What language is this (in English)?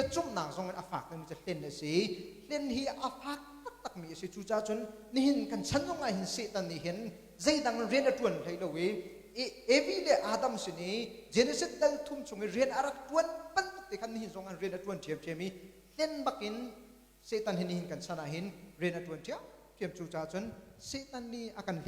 Hakha Chin